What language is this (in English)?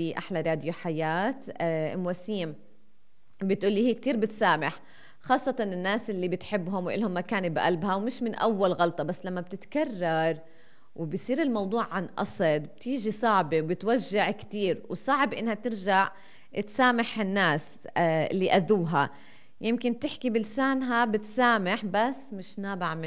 North Levantine Arabic